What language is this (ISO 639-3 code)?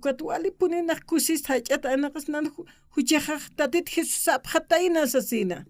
aym